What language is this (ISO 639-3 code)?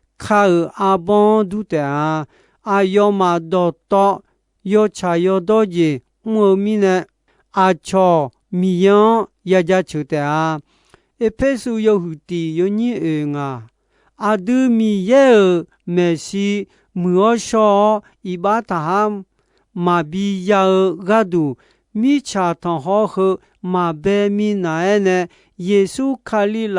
ahk